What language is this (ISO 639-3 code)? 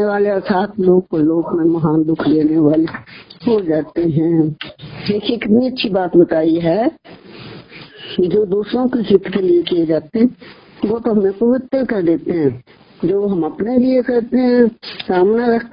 hin